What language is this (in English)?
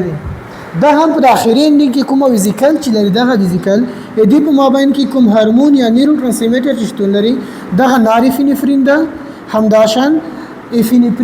Pashto